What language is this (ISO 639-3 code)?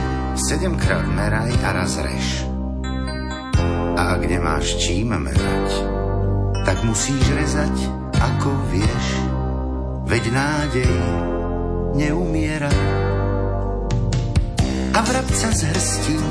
slk